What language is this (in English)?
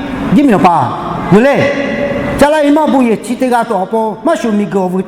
Lahu